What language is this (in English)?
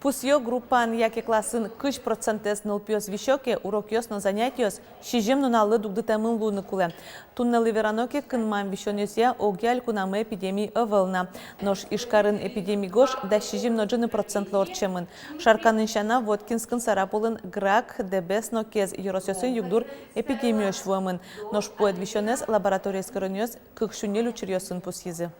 Udmurt